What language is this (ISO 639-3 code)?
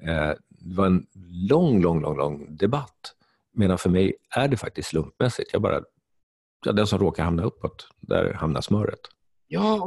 swe